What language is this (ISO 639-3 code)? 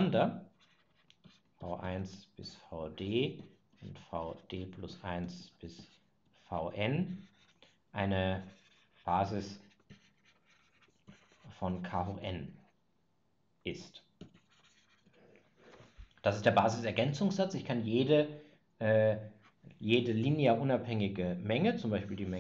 deu